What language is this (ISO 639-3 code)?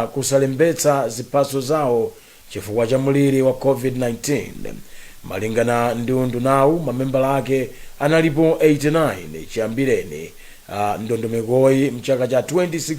nya